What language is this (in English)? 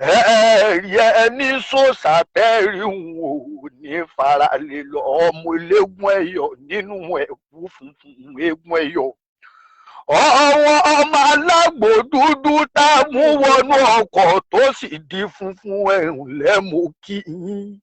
Yoruba